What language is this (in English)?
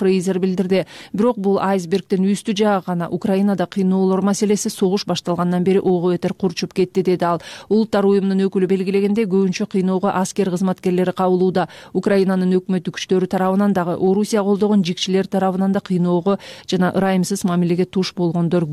Kyrgyz